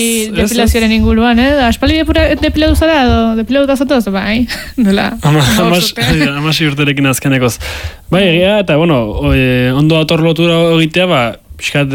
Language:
Basque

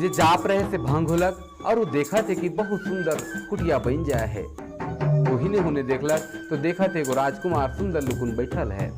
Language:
Sadri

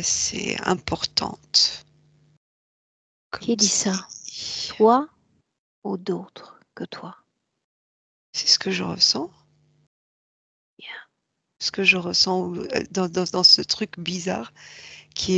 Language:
French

